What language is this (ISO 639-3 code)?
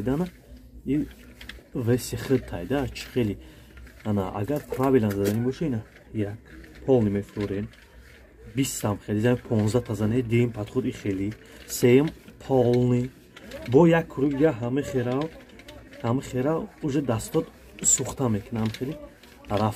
tgk